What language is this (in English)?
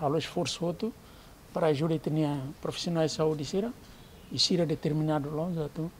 Tetum